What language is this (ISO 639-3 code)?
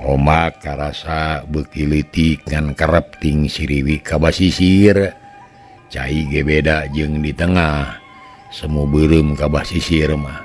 sun